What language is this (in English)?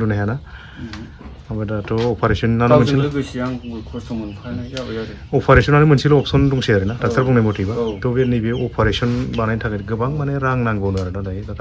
Bodo